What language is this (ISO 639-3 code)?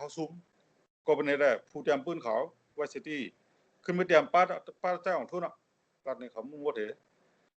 shn